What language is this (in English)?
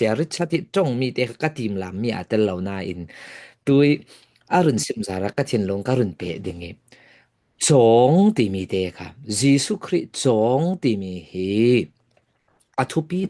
Falam Chin